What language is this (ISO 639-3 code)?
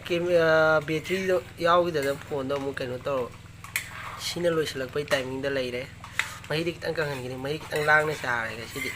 mni